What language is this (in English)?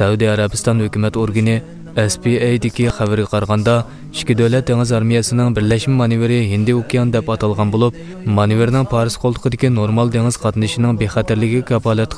Uyghur